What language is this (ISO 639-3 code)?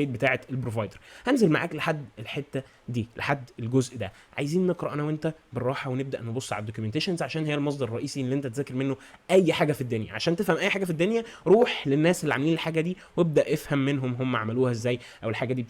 arz